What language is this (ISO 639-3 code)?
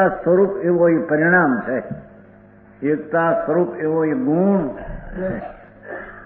guj